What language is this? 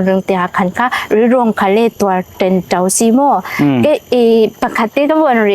Falam Chin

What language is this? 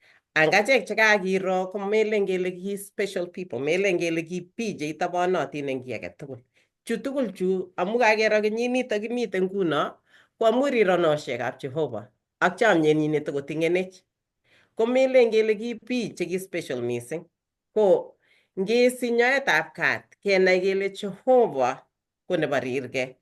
Kalenjin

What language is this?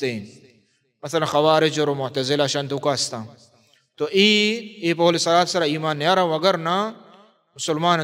Baluchi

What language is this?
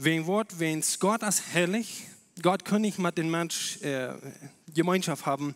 Plautdietsch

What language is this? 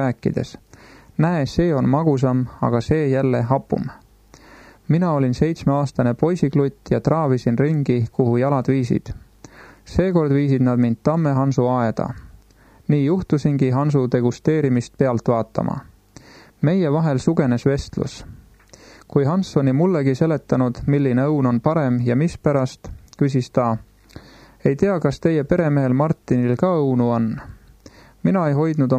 Estonian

